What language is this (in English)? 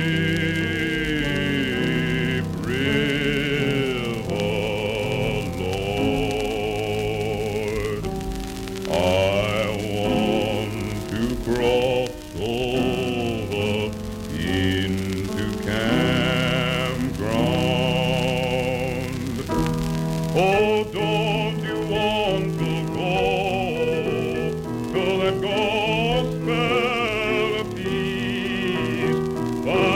English